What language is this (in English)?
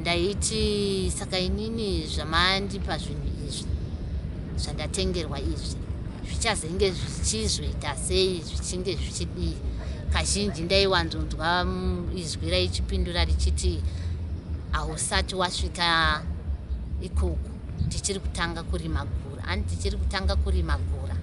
Shona